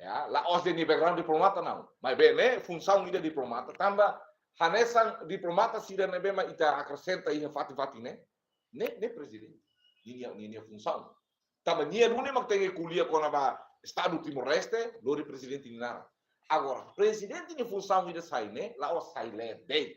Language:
Tetum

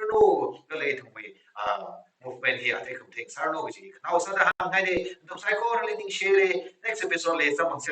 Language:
Tangkhul Naga (India)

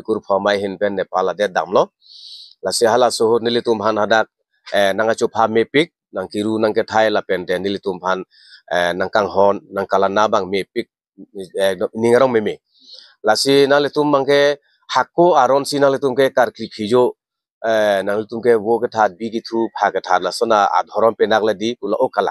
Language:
Karbi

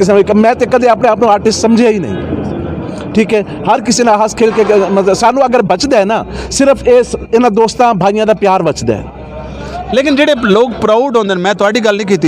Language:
Western Panjabi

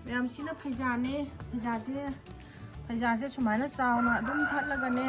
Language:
Manipuri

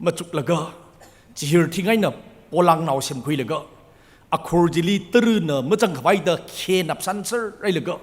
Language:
Tangkhul Naga (India)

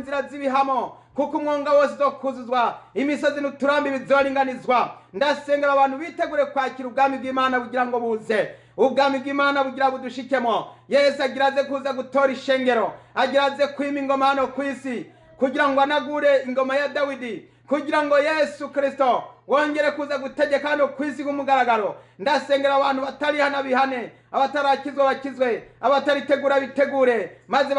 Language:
Rundi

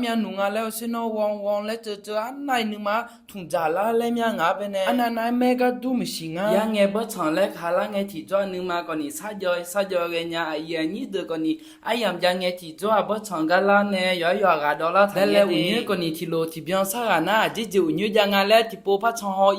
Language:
Akha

